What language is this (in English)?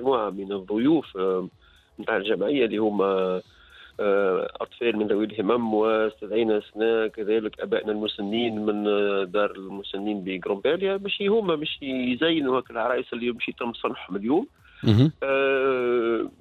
Tunisian Arabic